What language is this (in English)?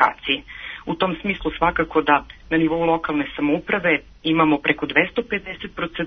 Serbian